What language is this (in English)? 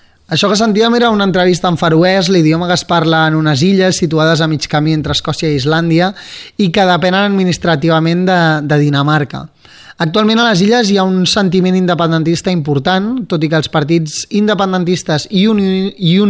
Catalan